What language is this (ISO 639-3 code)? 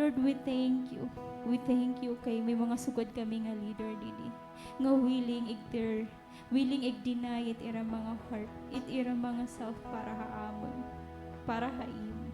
war